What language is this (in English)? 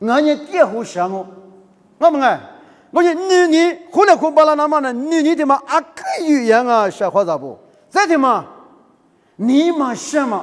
Lisu